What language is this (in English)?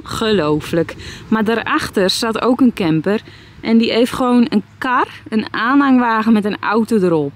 Dutch